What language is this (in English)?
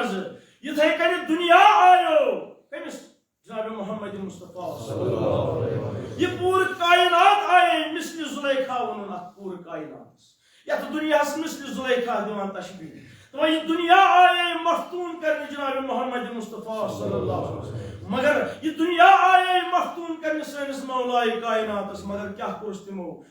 Kashmiri